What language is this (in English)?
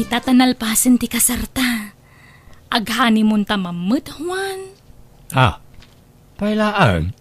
Iloko